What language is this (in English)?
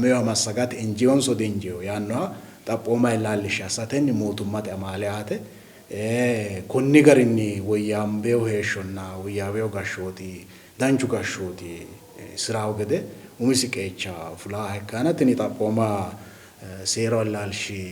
Sidamo